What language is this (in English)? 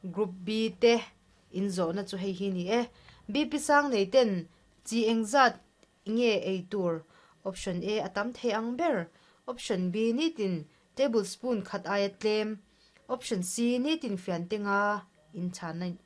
Mizo